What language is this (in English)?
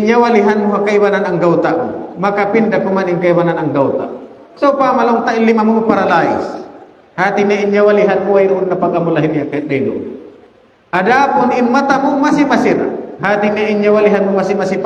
Tausug